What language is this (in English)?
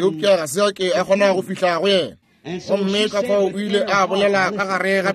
Northern Sotho